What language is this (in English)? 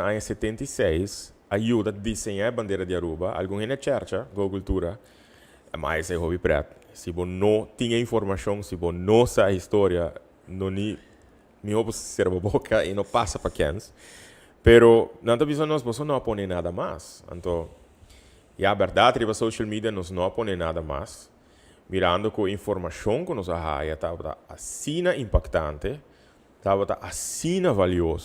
Papiamento